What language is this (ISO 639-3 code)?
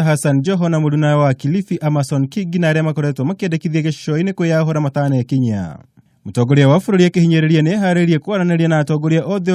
kik